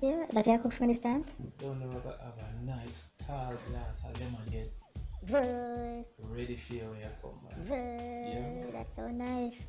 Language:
Jamaican Creole English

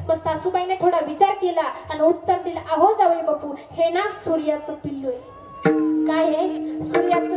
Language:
Marathi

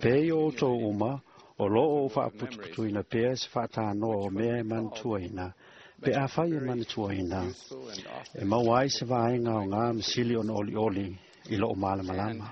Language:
Samoan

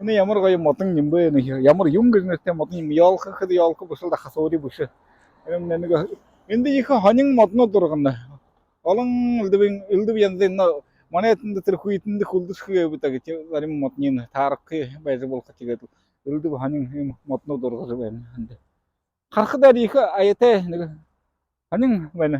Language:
Buriat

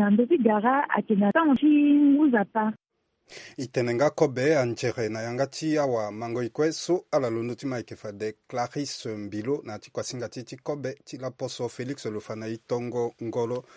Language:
Sango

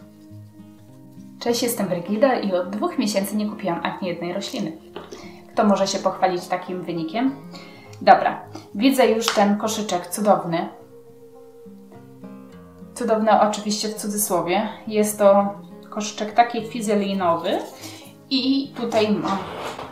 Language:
Polish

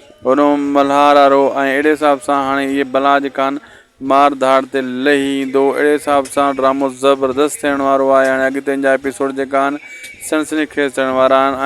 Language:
Sindhi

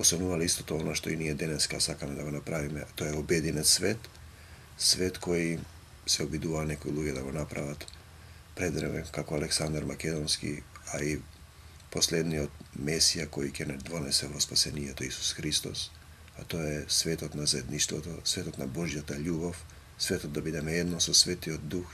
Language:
Macedonian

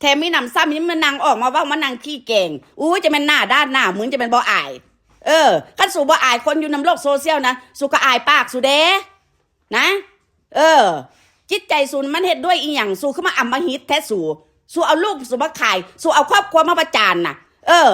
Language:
Northeastern Thai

